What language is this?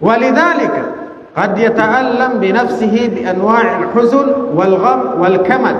Tausug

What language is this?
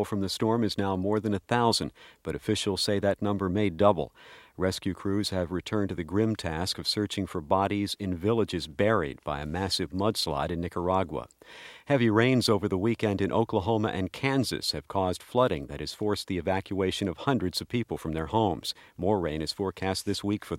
English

